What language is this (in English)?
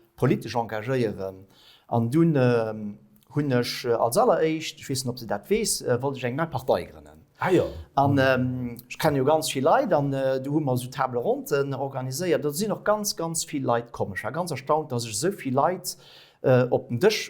Luxembourgish